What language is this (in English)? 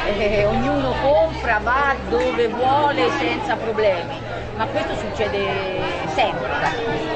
Italian